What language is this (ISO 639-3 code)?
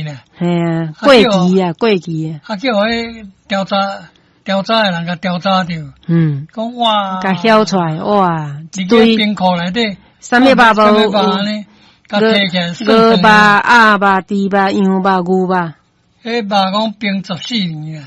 nan